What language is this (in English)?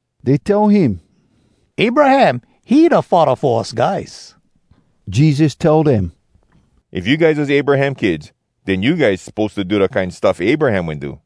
Hawai'i Creole English